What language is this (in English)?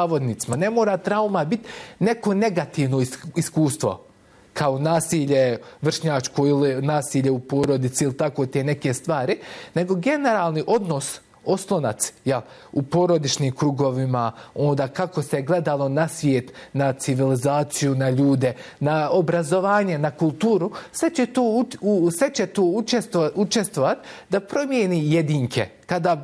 Bosnian